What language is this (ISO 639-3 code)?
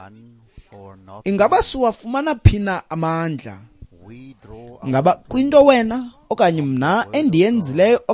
xho